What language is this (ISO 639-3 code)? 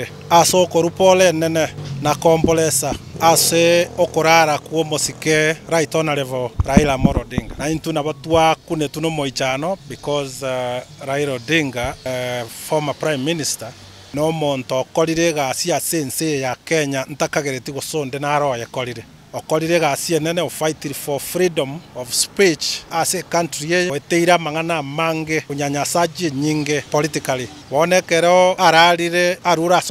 guz